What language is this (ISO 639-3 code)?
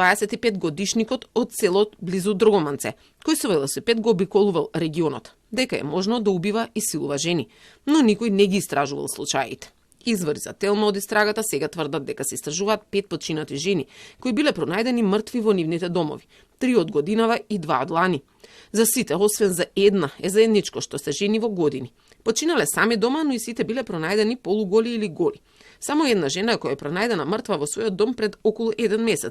mkd